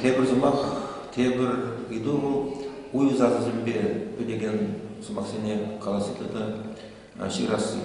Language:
Chuvash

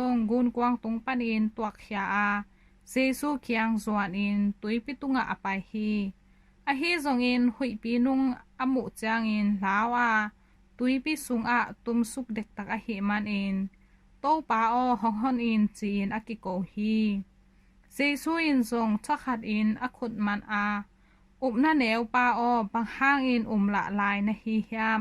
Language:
Tedim Chin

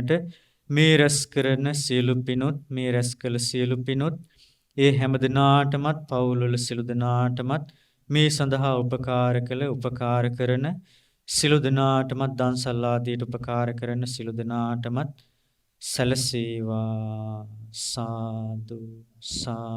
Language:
Sinhala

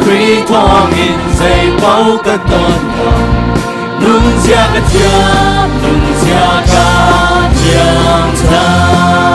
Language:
Hakha Chin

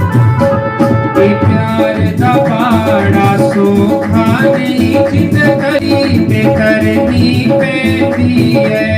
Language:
Dogri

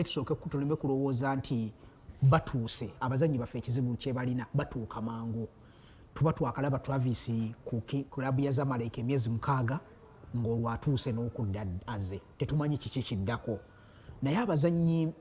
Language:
Ganda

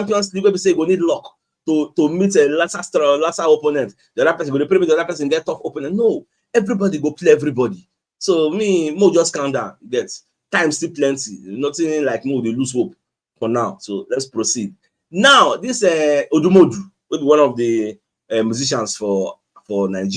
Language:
Nigerian Pidgin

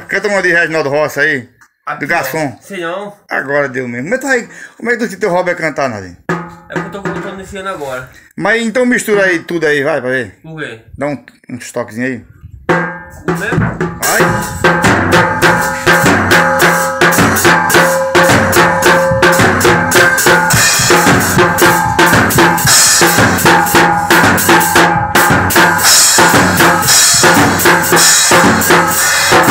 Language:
Portuguese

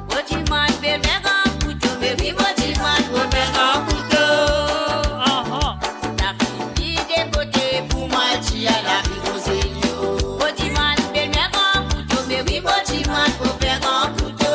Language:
Morisyen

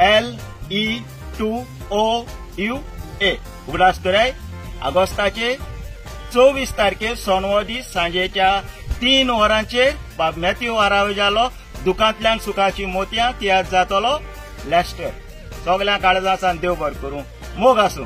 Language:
Konkani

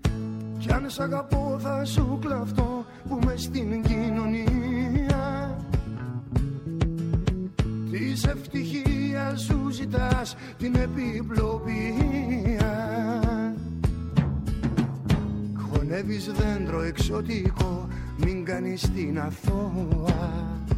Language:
Greek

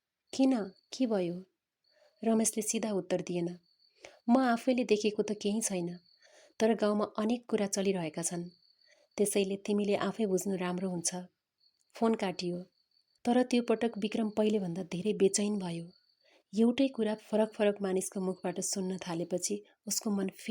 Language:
Nepali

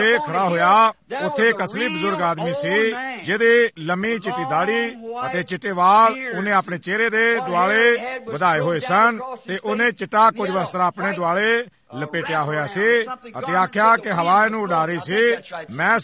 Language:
Punjabi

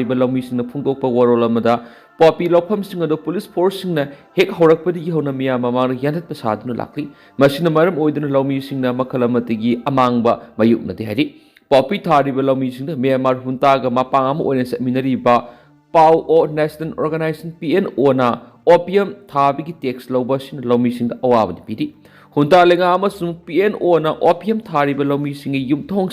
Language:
Manipuri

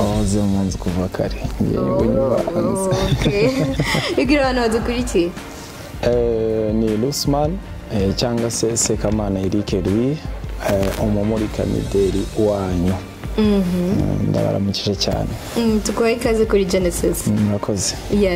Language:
Kinyarwanda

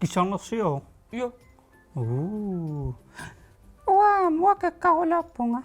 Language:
Kalaallisut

